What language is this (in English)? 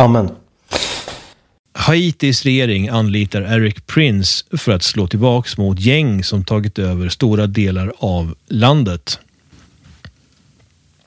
Swedish